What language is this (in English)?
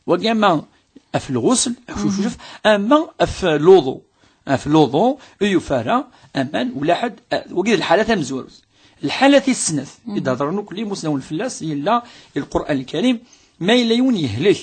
Kabyle